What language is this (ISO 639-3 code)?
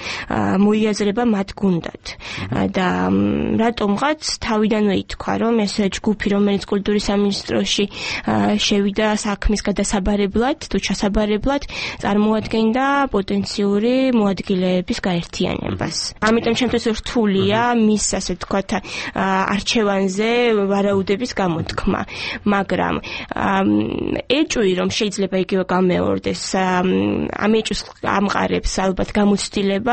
kat